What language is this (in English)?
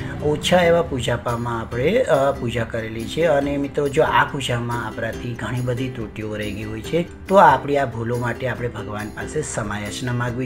Gujarati